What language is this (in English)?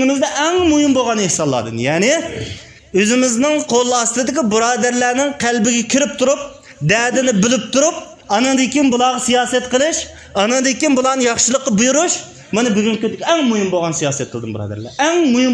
Uyghur